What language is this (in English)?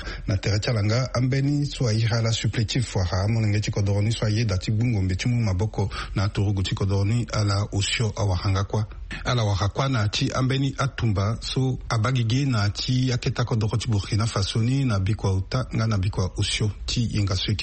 Sango